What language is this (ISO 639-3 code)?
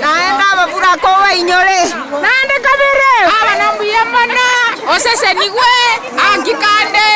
guz